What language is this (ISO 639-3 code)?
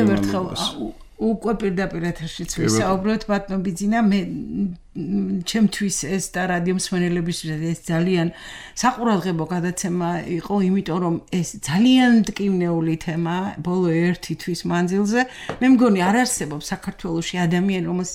kat